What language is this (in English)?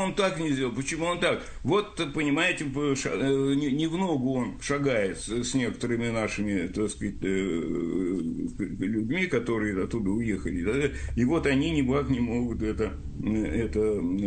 Russian